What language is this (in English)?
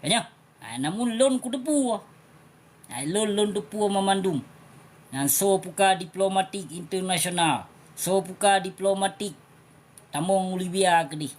Achinese